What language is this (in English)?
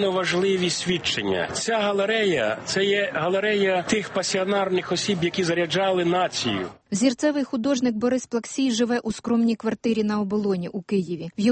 Ukrainian